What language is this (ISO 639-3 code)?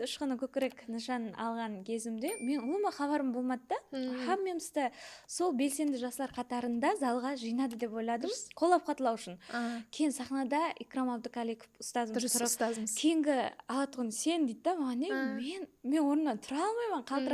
kaa